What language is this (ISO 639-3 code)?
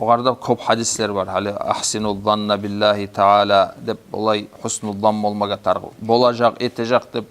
kum